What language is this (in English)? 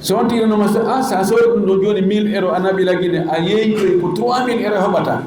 Fula